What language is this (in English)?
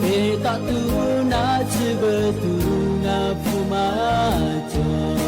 Lahu